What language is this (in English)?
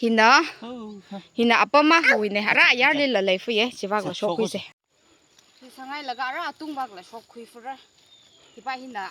Tangkhul Naga (India)